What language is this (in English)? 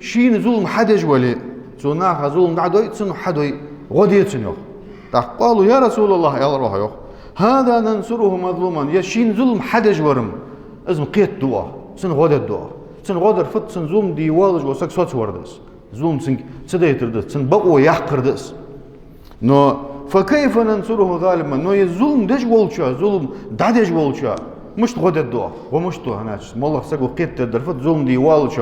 Ingush